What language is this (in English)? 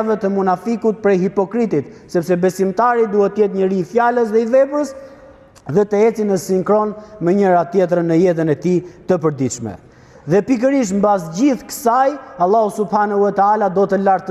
Albanian